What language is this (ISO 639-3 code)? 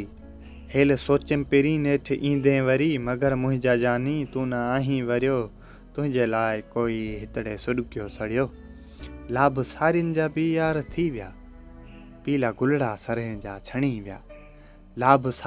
snd